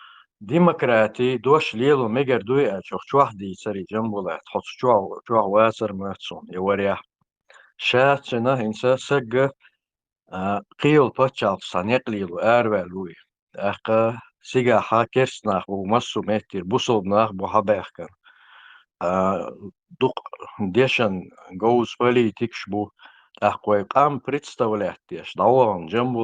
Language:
Chechen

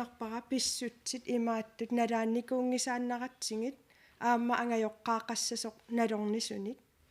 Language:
Kalaallisut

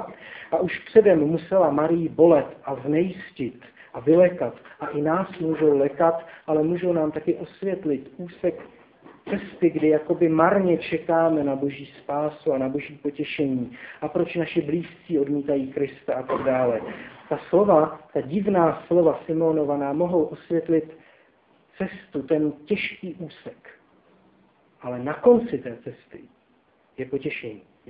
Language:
Czech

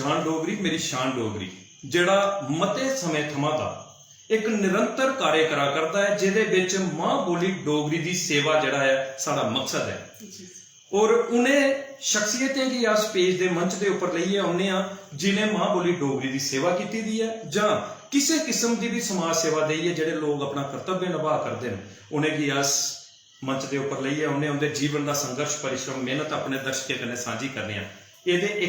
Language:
Dogri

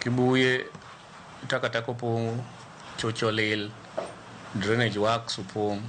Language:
Luo (Kenya and Tanzania)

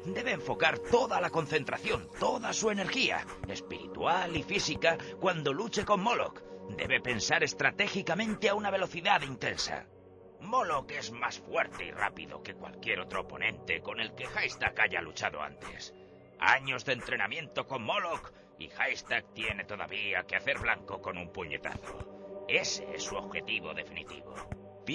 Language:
Spanish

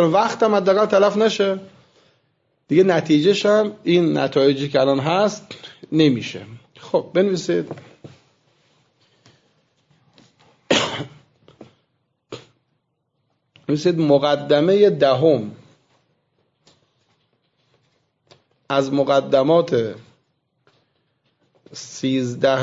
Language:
Persian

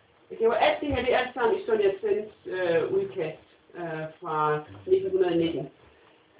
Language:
Danish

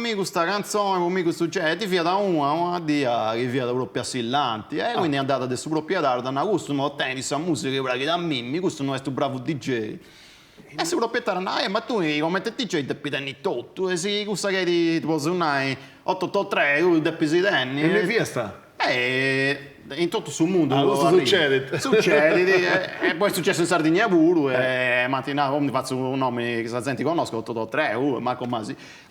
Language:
Sardinian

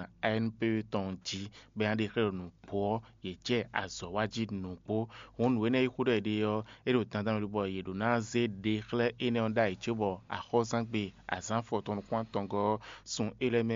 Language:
Fon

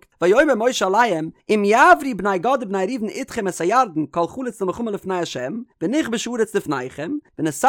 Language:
Yiddish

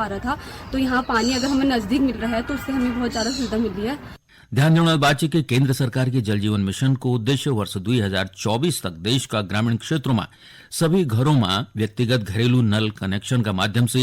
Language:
Garhwali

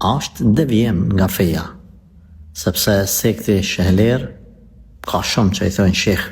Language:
Albanian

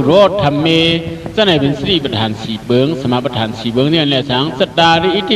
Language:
Shan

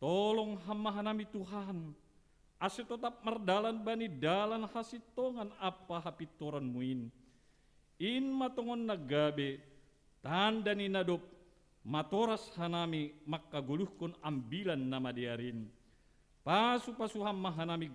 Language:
Batak Simalungun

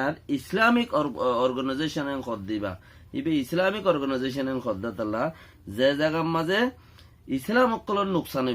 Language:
Rohingya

